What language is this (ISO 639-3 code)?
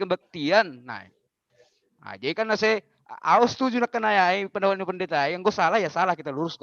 bts